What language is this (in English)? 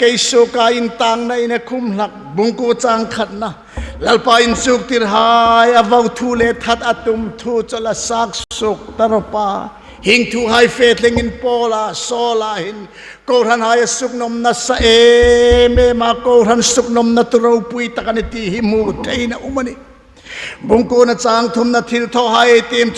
Hmar